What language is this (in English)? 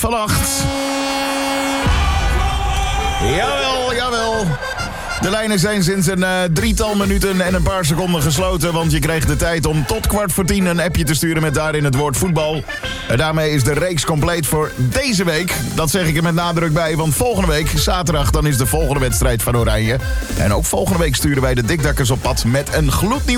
Dutch